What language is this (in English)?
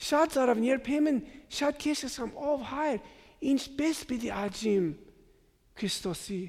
Armenian